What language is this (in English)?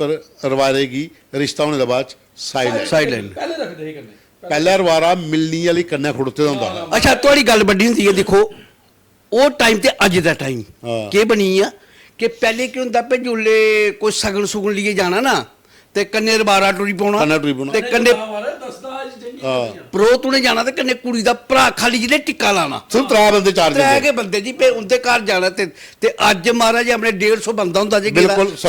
Dogri